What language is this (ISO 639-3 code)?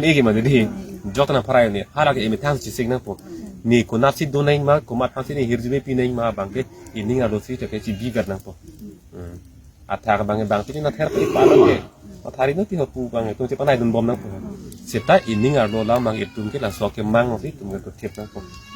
mjw